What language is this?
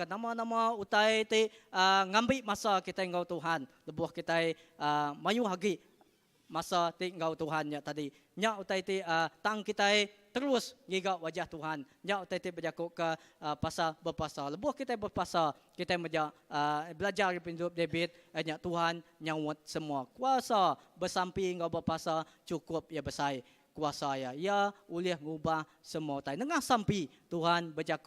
Iban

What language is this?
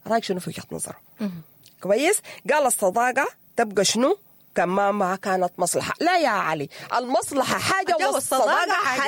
Sudanese Arabic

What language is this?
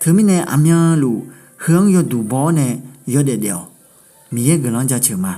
Akha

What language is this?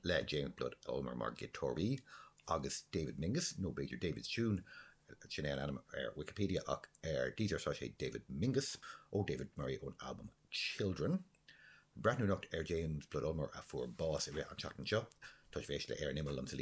Irish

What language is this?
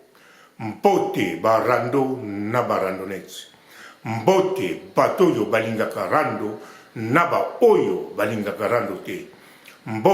Lingala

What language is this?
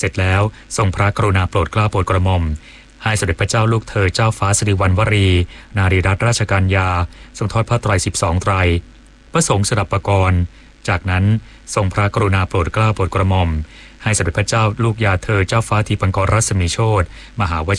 Thai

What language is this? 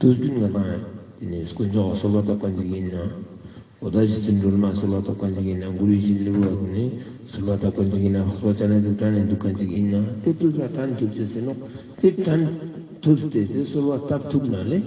Ladakhi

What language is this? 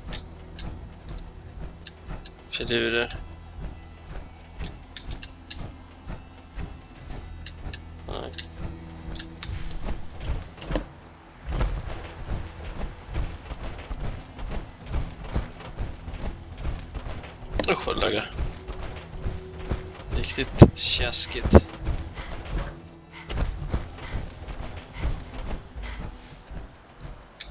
Swedish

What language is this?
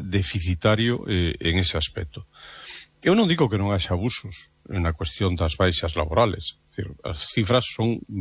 Galician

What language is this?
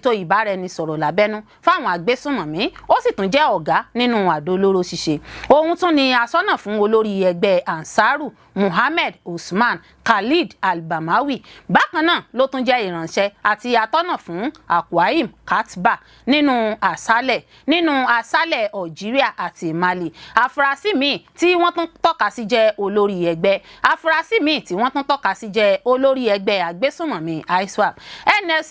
Yoruba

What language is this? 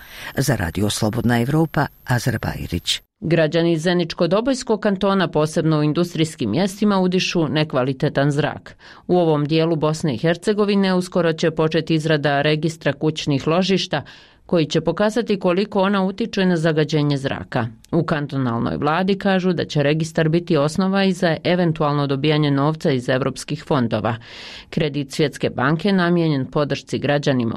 Bosnian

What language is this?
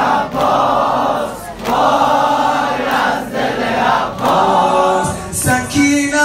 Persian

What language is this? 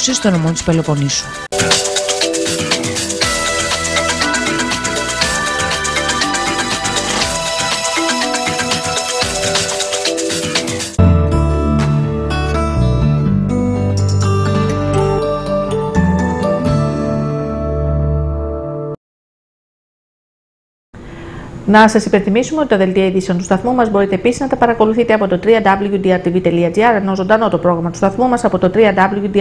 Greek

